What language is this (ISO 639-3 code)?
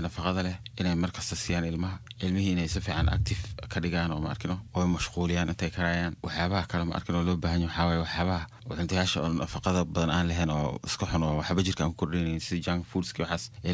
som